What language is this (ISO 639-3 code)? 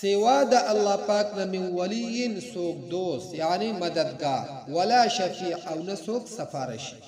pus